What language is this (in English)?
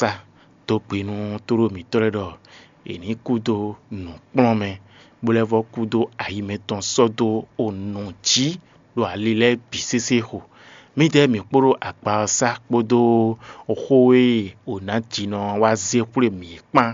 Fon